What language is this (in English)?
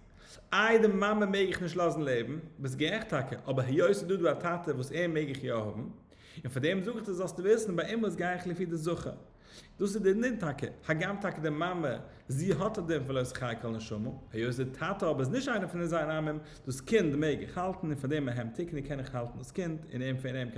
Yiddish